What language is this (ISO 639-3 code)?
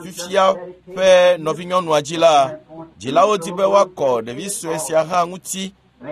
ewe